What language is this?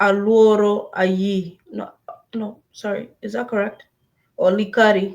Acoli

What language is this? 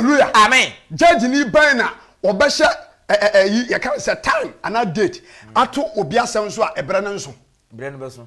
Akan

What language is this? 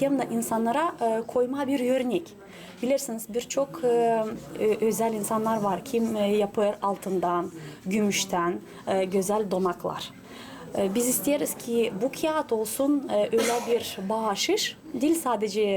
Gagauz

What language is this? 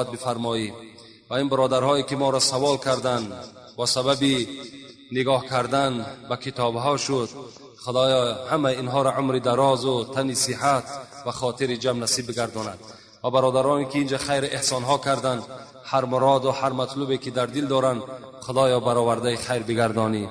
Tajik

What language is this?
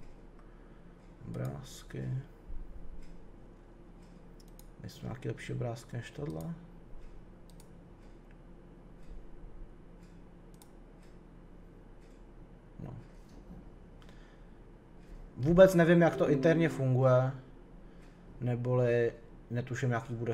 Czech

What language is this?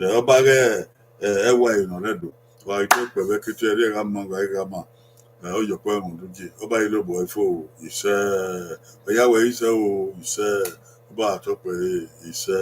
Bini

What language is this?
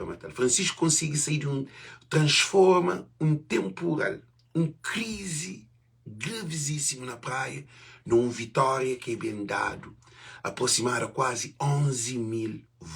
Kabuverdianu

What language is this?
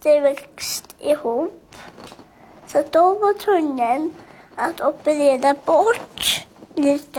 Swedish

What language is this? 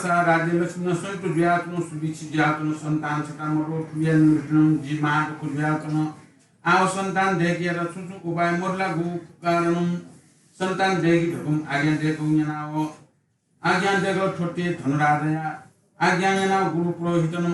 Newari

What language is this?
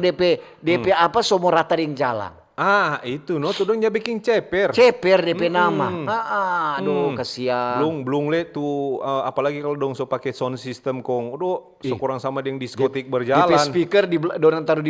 Manado Malay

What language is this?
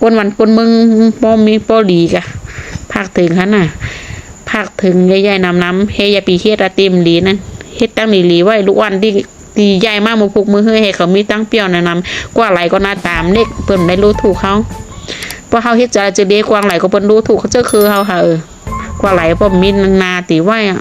Shan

